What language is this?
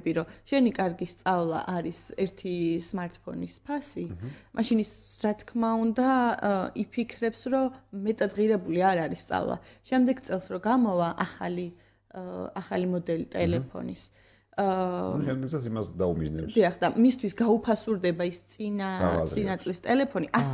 Georgian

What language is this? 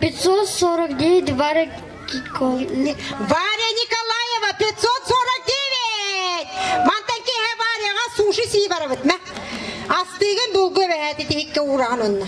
Yakut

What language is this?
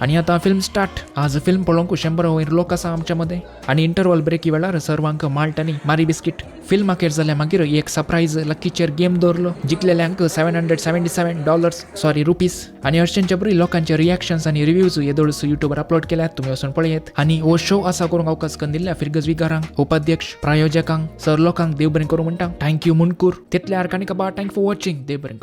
Konkani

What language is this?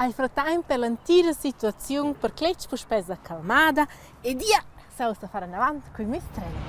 Romansh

